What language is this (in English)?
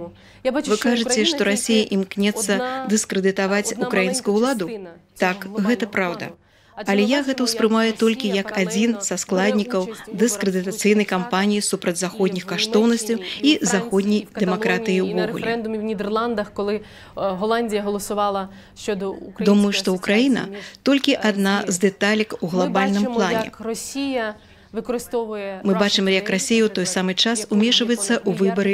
Belarusian